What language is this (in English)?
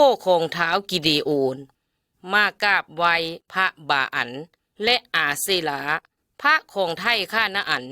Lao